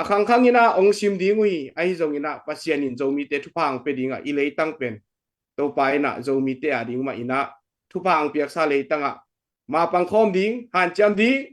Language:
Tedim Chin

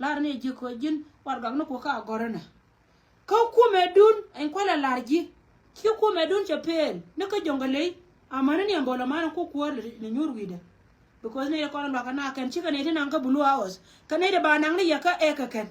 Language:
Nuer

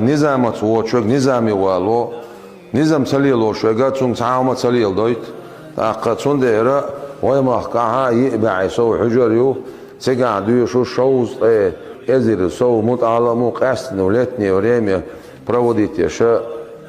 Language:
Chechen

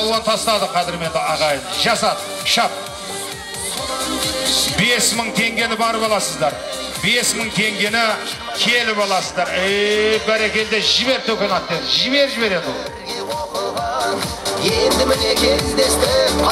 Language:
Kazakh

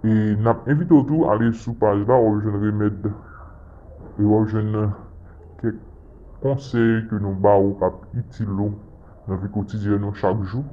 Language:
Haitian Creole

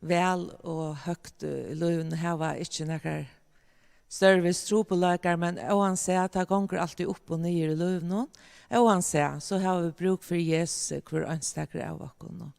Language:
Faroese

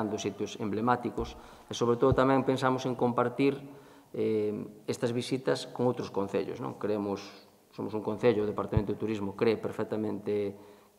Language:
Galician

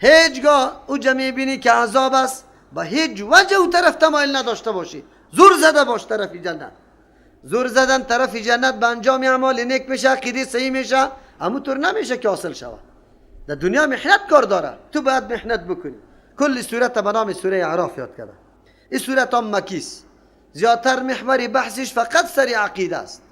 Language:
Persian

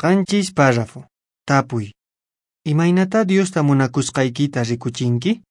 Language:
Quechua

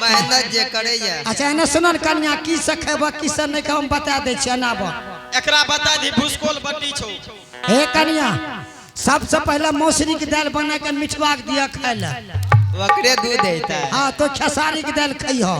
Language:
Angika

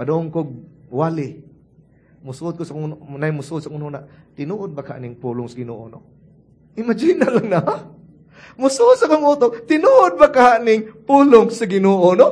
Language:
Cebuano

